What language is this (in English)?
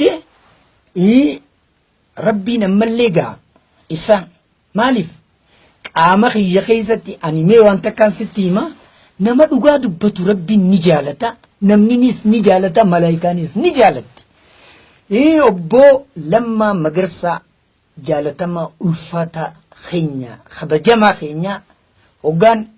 Oromo